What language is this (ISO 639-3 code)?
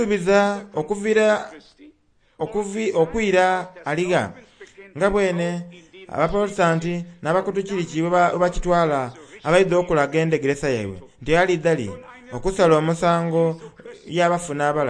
xog